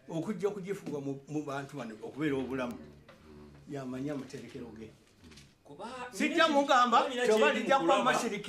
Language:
Ganda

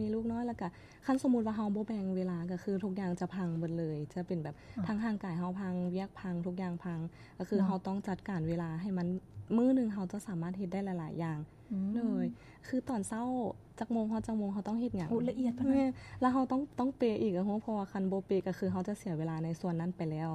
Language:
Lao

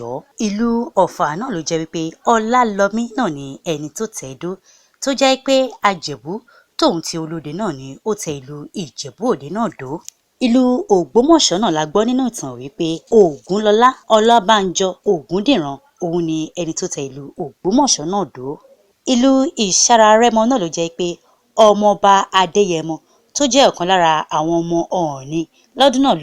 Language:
Yoruba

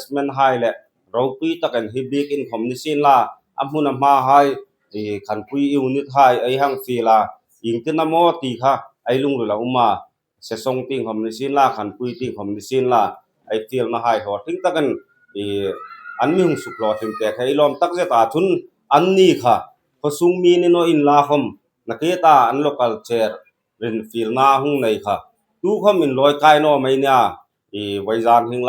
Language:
Hmar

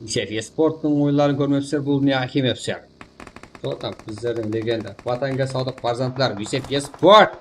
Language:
Kara-Kalpak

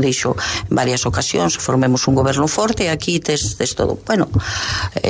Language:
Galician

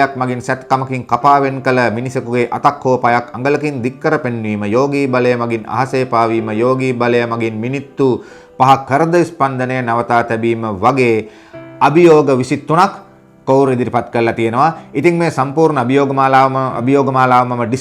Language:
Sinhala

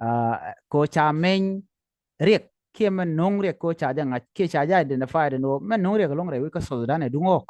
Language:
Nuer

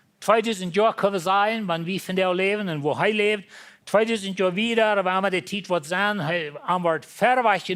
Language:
Plautdietsch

